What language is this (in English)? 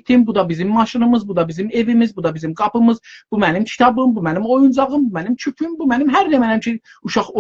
South Azerbaijani